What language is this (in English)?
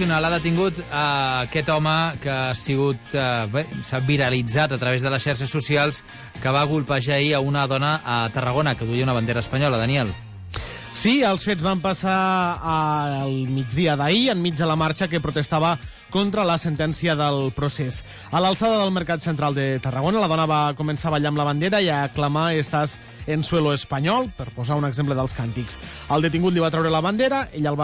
Catalan